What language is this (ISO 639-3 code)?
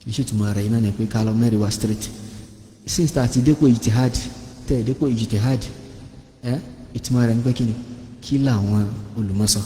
yor